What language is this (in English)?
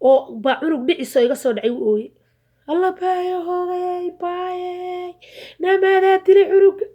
Somali